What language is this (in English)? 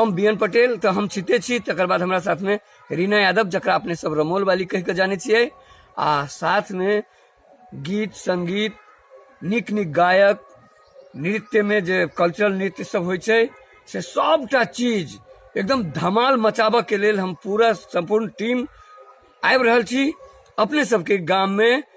Maithili